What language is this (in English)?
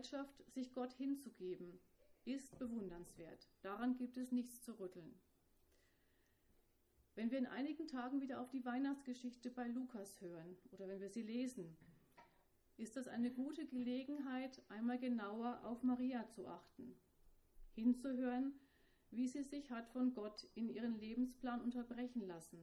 German